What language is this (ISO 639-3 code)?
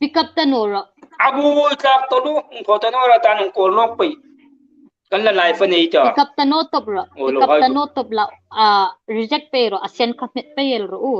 hmr